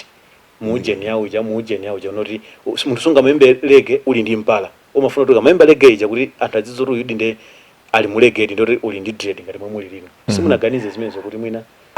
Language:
Nyanja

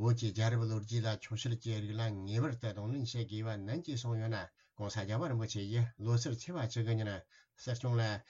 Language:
Tibetan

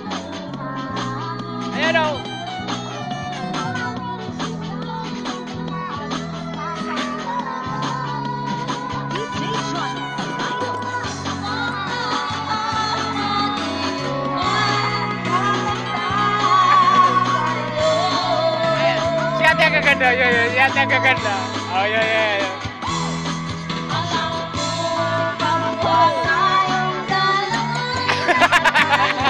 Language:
Filipino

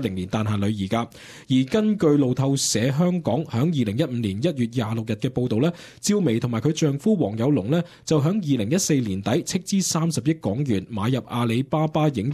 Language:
Cantonese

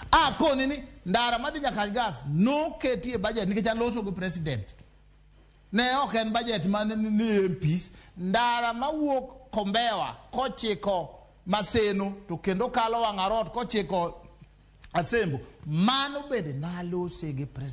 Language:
Luo (Kenya and Tanzania)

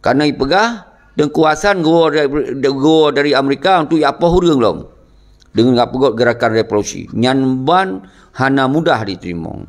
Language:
Achinese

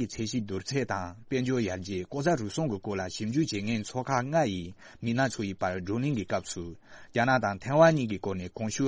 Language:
Tibetan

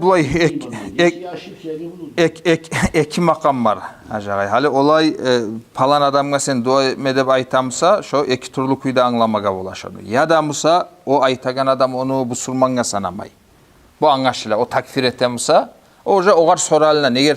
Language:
Kumyk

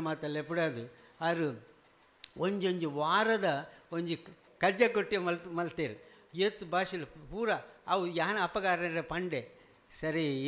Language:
Tulu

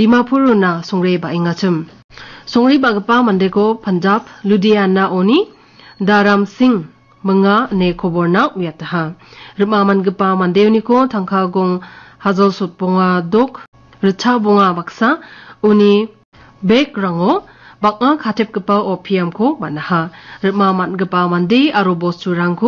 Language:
Garo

